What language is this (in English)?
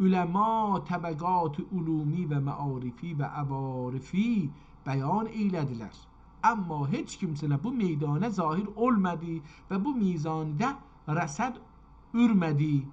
South Azerbaijani